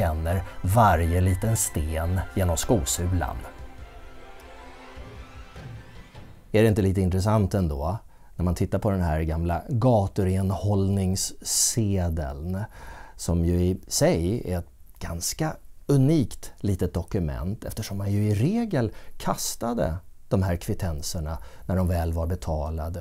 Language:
Swedish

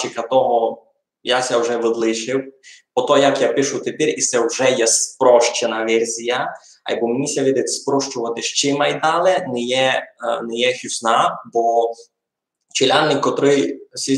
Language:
Rusyn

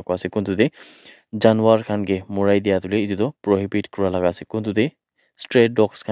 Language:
Naga Pidgin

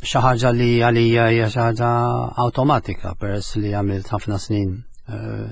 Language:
Maltese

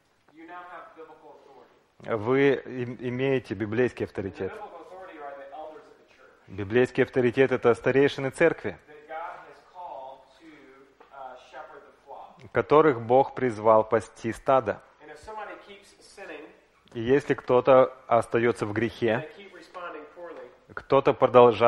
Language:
Russian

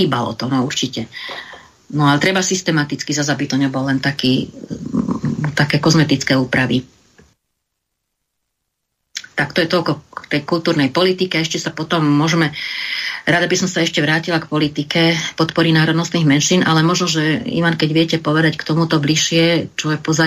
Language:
Slovak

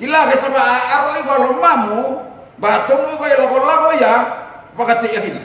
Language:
Fijian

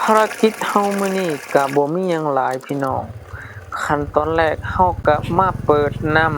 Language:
Lao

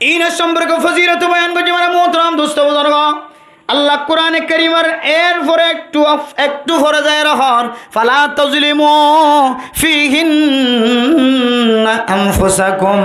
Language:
Rohingya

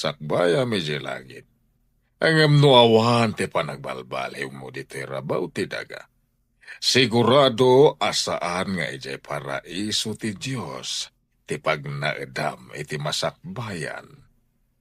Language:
Iloko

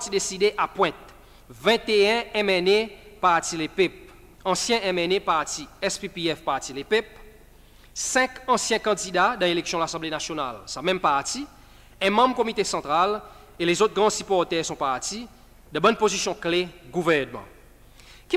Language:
Seselwa Creole French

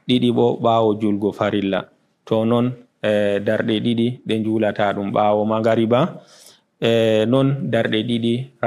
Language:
Fula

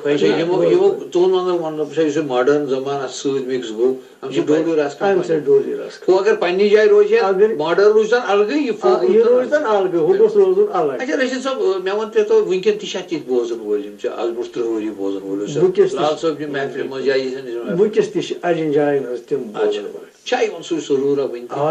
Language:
Kashmiri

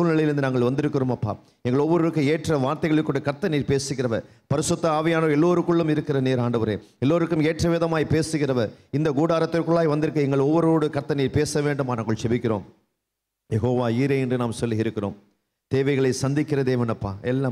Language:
Tamil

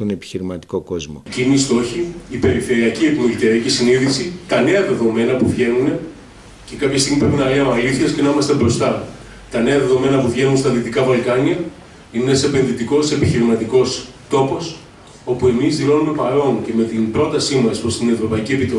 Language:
Greek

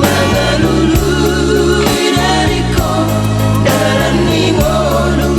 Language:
Batak Toba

